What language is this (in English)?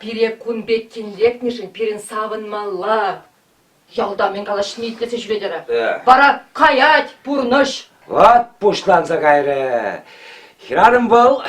Chuvash